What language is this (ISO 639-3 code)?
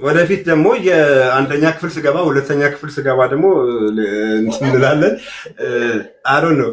amh